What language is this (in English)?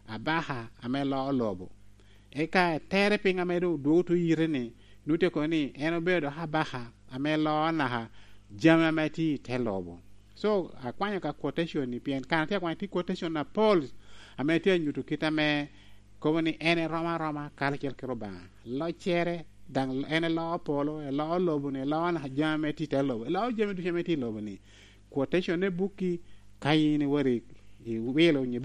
Lango (Uganda)